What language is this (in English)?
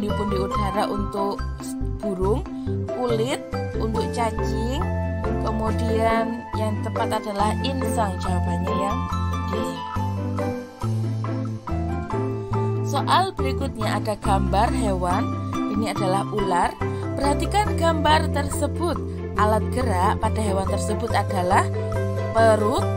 Indonesian